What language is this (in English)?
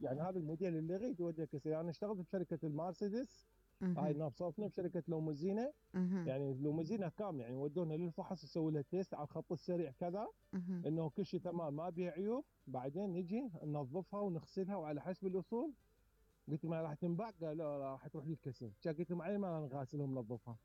Mesopotamian Arabic